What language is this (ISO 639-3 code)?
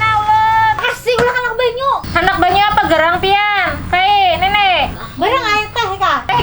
bjn